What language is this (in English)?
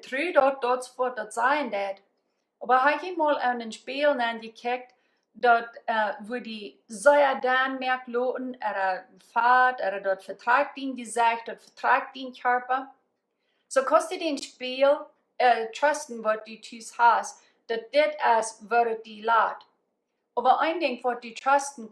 Plautdietsch